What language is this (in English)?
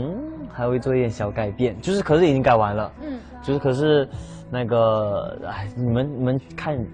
Chinese